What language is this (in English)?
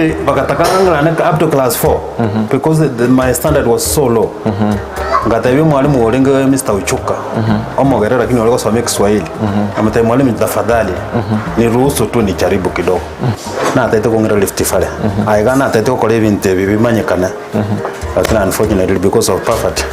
Gusii